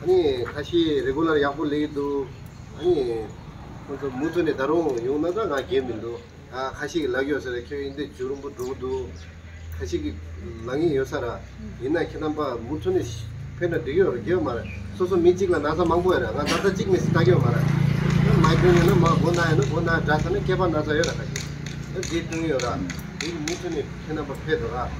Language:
Tibetan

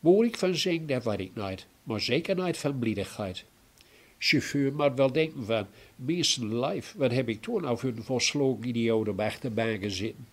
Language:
Gronings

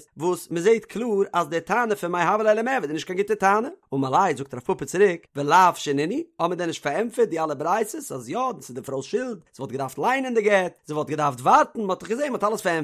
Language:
Yiddish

